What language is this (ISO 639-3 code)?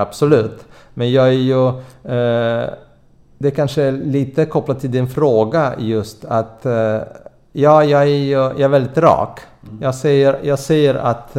swe